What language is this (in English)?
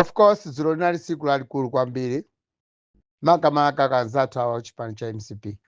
Nyanja